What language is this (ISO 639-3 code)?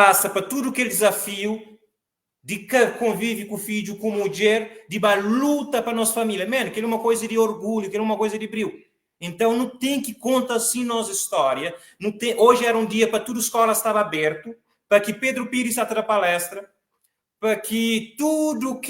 kea